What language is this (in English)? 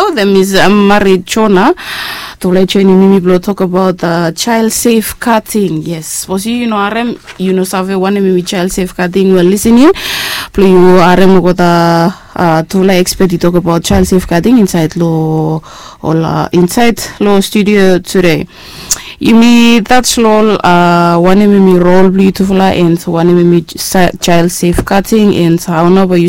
Bislama